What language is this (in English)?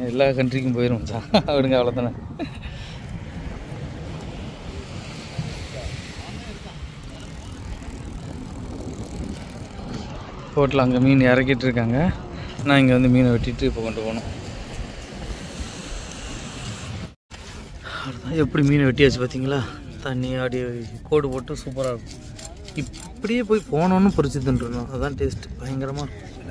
Tamil